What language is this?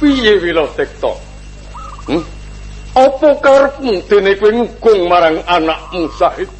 Javanese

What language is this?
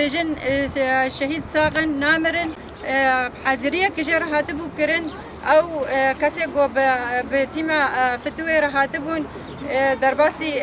Kurdish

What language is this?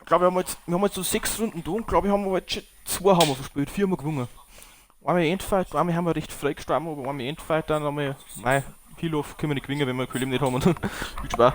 Bavarian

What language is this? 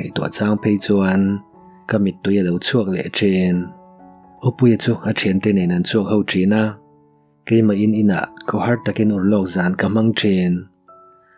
Mizo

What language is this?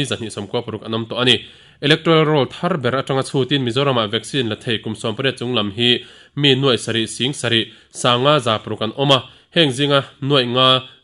Mizo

